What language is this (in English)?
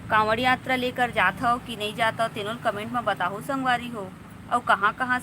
Chhattisgarhi